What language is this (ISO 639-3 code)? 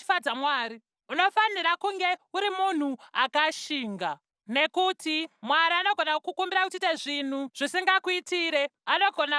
sna